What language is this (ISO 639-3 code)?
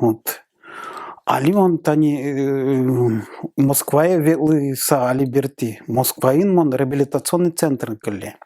udm